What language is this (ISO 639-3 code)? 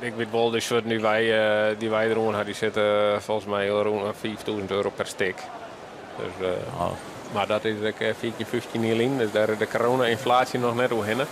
fry